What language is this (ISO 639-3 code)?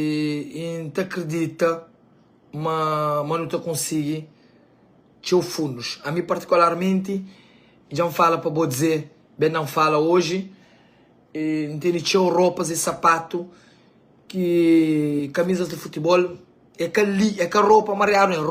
kea